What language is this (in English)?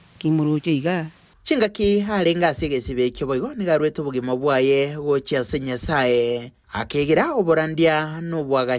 Gusii